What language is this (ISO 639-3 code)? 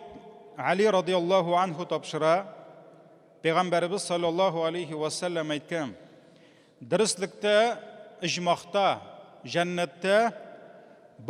tat